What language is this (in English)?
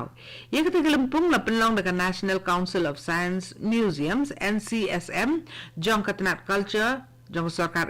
Khasi